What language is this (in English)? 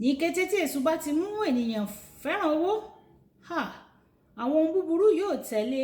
Yoruba